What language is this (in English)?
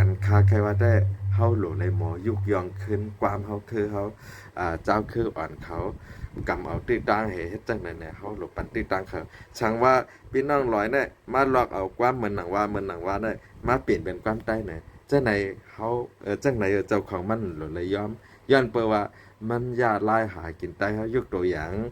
Shan